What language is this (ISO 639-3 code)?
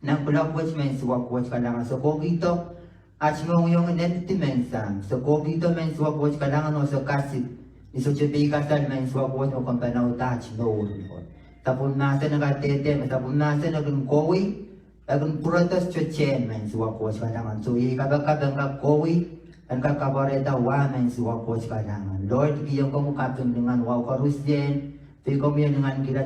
pon